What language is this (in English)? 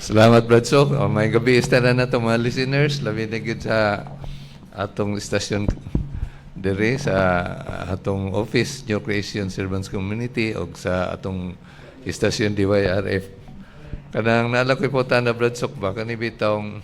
Cebuano